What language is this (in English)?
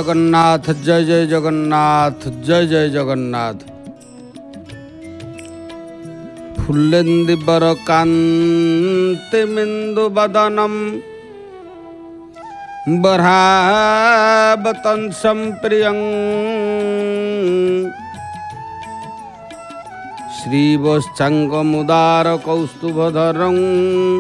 Odia